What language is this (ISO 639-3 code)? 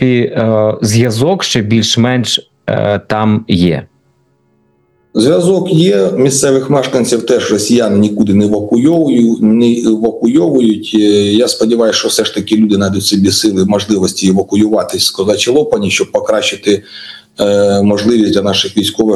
ukr